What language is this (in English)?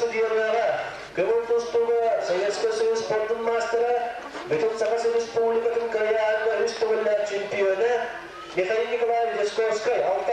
Yakut